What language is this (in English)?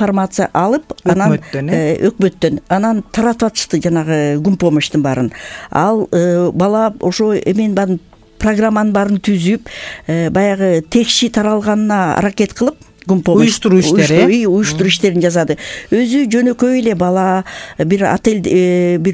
Kyrgyz